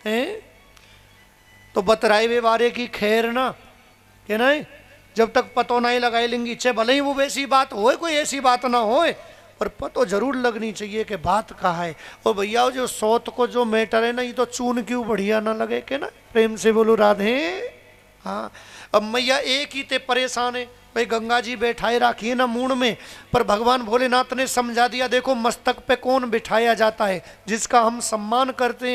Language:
Hindi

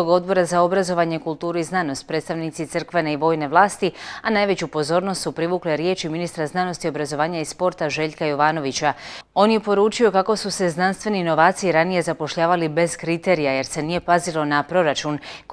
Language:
Croatian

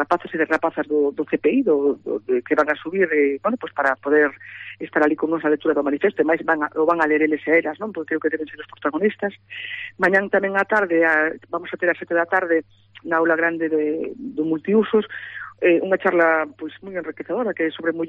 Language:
Galician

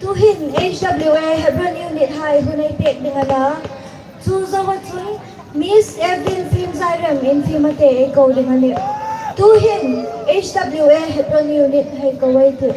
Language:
Hmar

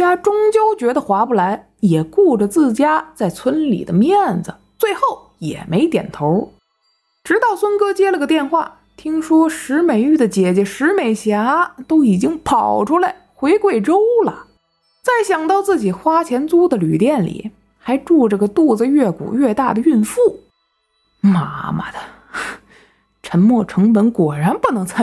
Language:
Chinese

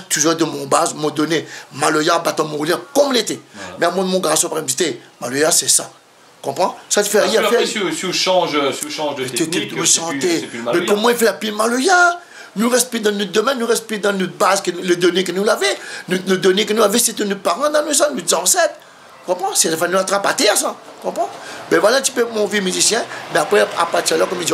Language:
Réunion Creole French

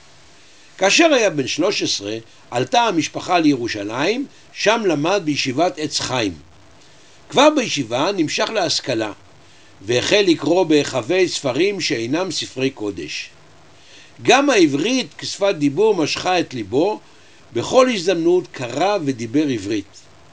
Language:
Hebrew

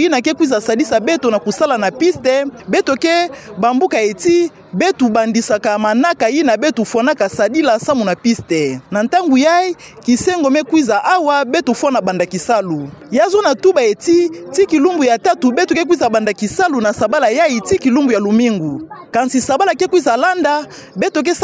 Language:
Kituba (Democratic Republic of Congo)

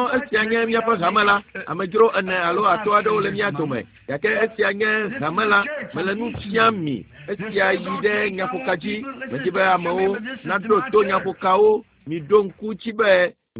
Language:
Ewe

